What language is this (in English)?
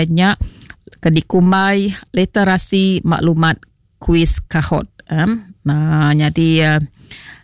Iban